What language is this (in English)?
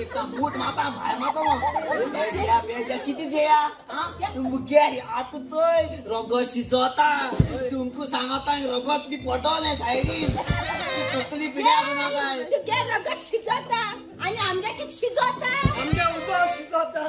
Konkani